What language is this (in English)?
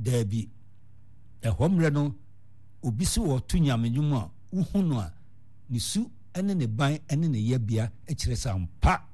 Akan